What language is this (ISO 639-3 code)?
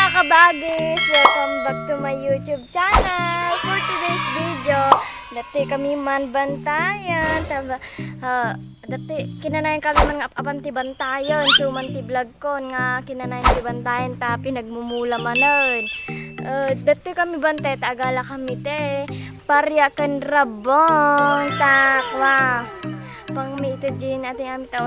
ilo